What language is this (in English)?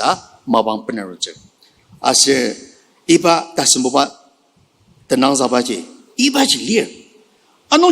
Ao Naga